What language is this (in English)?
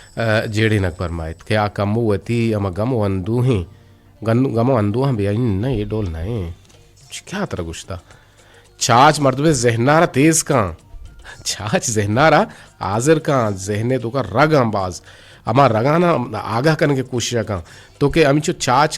Eastern Balochi